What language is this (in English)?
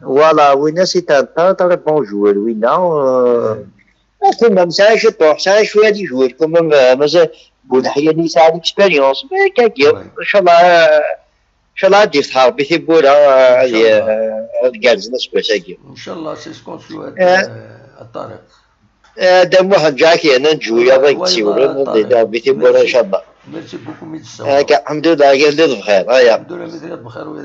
Kabyle